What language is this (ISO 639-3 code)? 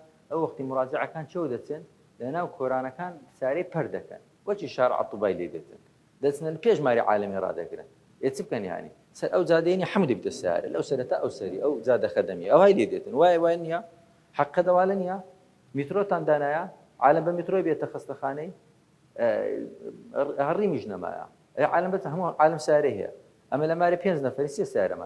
ckb